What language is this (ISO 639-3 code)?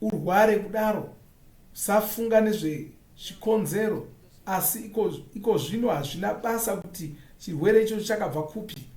sna